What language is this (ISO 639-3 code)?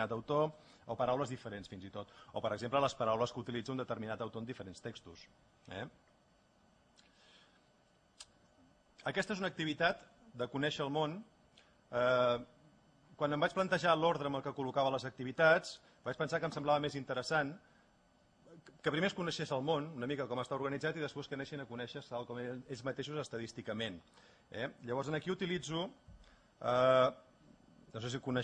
cat